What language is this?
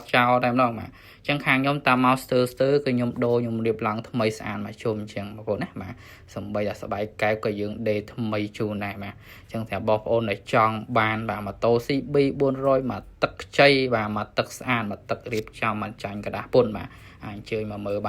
Khmer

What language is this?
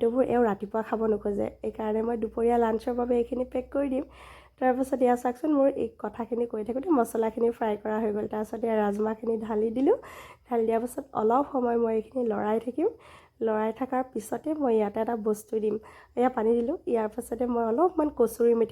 Assamese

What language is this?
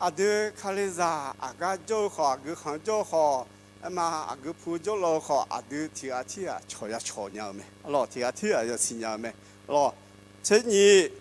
Akha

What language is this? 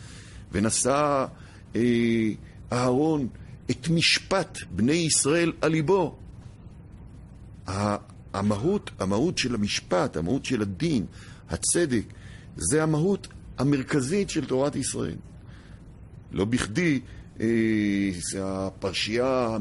Hebrew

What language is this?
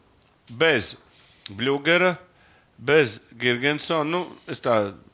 Latvian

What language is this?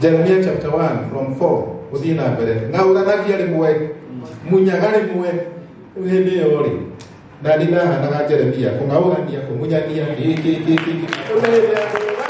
Kikuyu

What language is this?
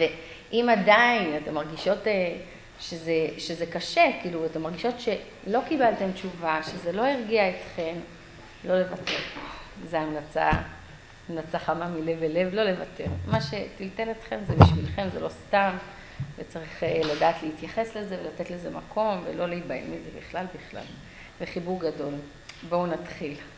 Hebrew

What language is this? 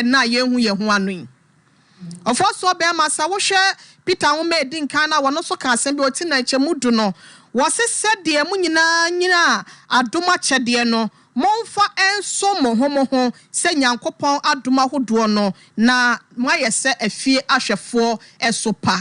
Akan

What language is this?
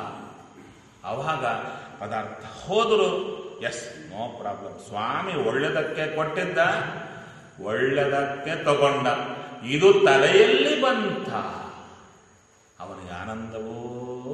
Kannada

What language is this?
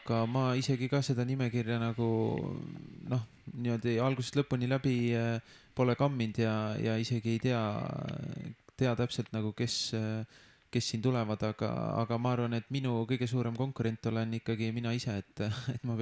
Estonian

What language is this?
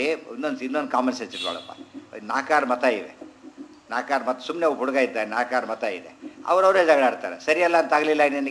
Kannada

